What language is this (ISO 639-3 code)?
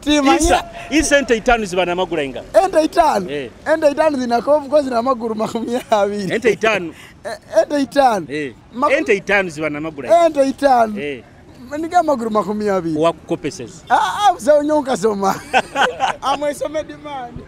nyo